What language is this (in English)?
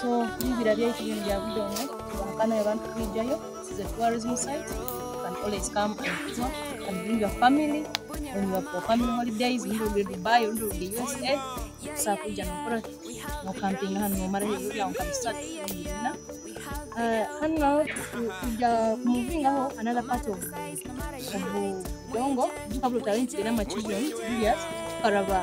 Nyoro